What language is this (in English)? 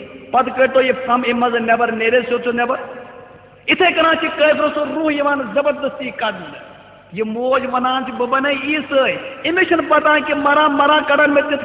Kashmiri